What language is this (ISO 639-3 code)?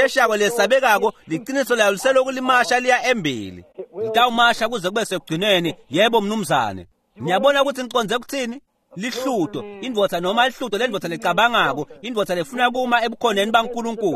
ssw